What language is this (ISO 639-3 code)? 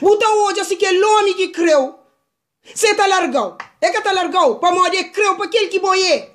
kea